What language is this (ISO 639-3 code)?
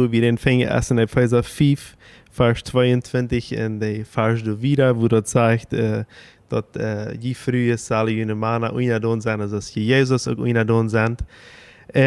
pdt